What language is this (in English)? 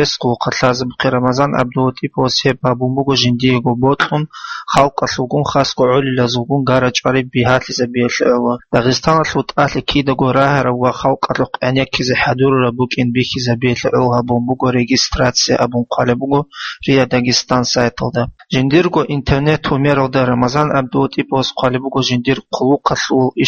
Avaric